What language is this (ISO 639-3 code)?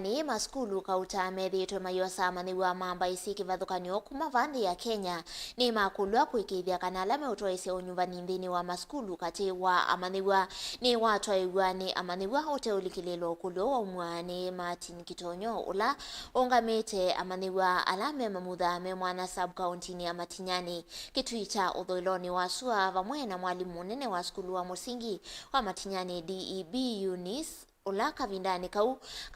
kam